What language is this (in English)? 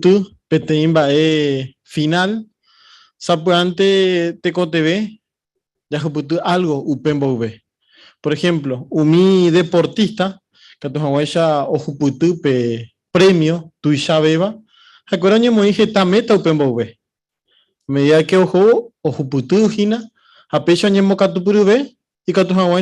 Guarani